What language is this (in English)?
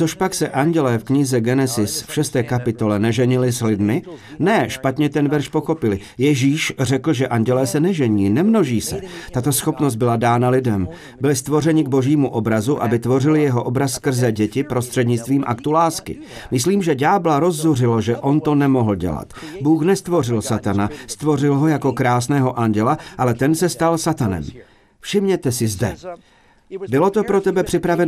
Czech